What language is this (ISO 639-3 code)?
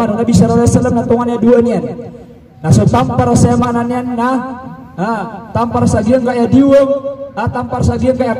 mrw